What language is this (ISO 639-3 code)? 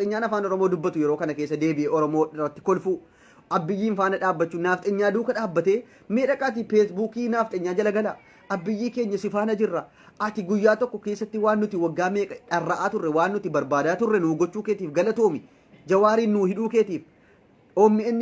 orm